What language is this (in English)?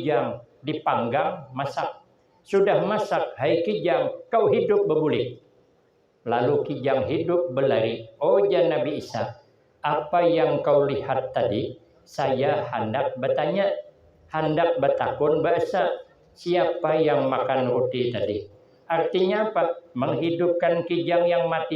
Banjar